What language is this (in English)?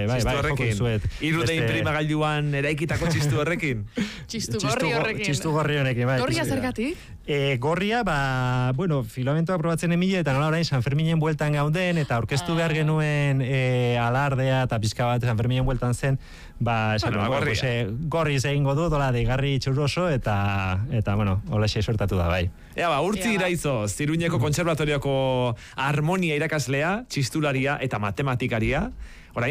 Basque